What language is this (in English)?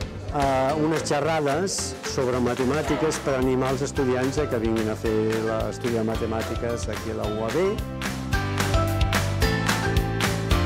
Catalan